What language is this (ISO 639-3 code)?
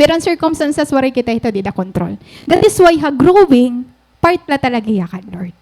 war